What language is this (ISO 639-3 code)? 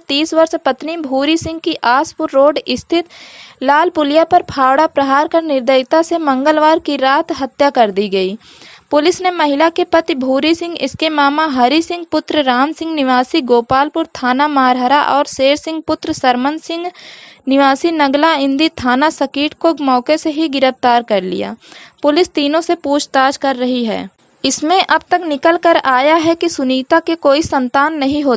hin